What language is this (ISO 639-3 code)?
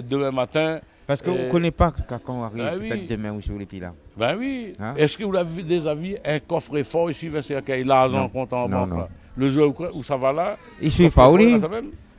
rcf